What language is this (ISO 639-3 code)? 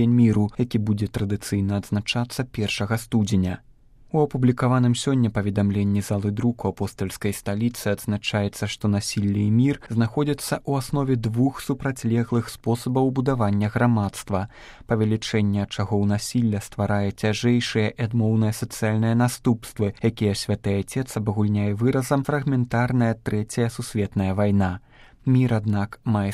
bel